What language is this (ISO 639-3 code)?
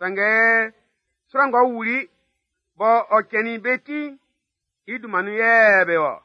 bci